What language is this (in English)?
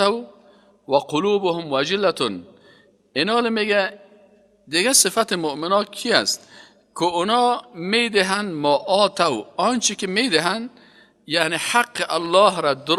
Persian